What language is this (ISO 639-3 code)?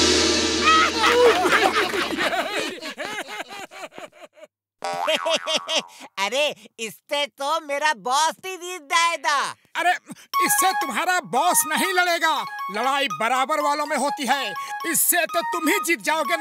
hin